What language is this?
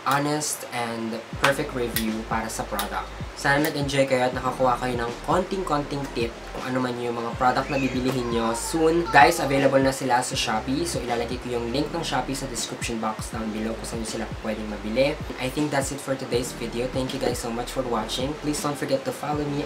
Filipino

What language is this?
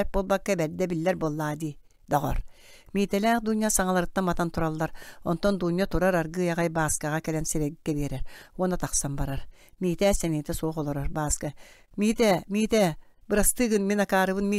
Yakut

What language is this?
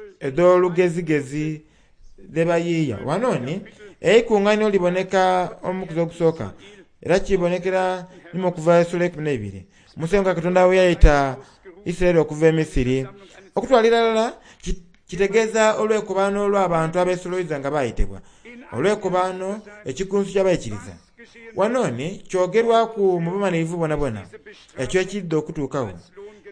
Soga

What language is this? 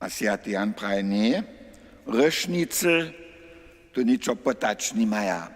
Upper Sorbian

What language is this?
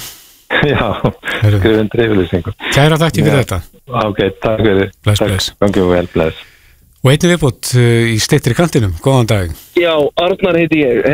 Icelandic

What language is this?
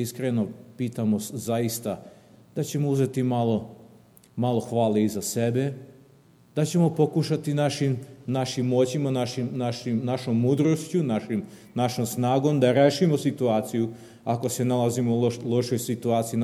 Serbian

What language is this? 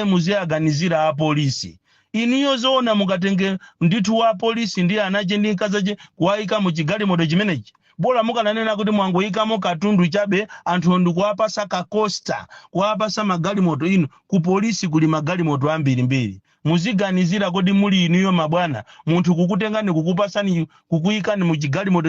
Nyanja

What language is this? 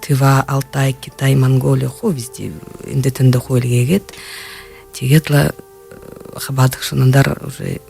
Buriat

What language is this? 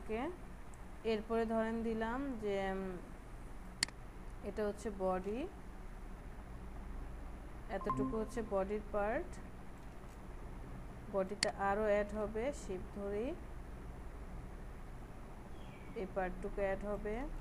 Bangla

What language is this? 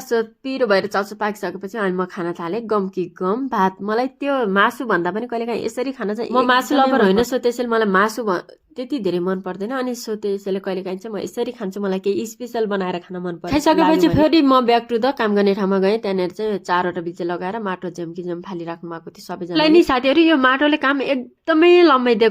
Nepali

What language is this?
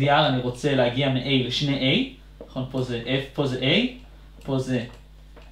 Hebrew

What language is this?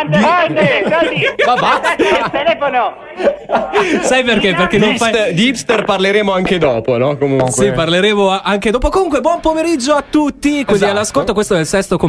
Italian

